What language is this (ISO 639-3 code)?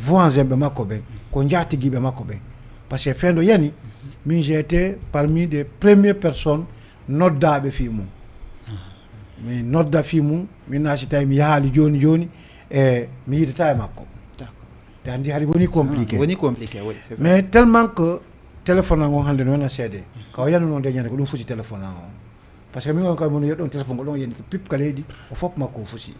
ful